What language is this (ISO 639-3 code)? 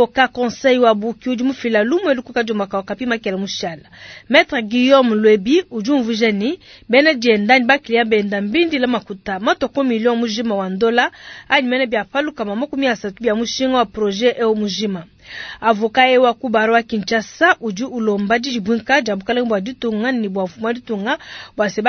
lua